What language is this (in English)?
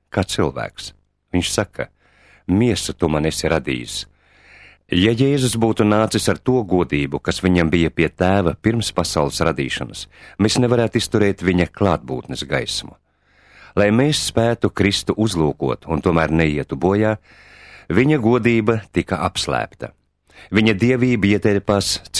Latvian